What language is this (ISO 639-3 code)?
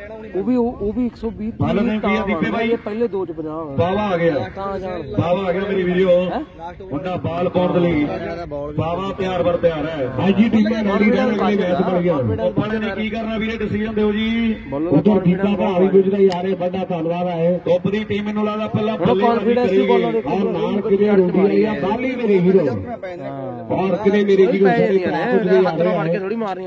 pan